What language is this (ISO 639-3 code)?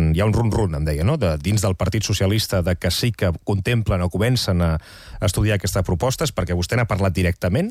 cat